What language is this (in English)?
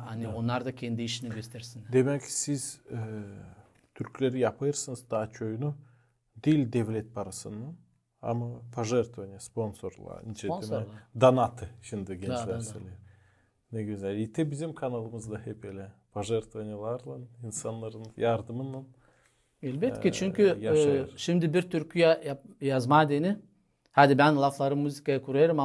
Gagauz